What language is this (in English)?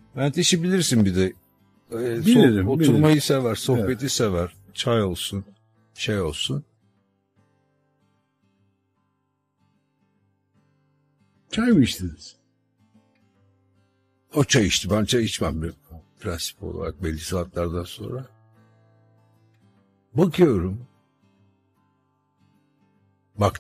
Turkish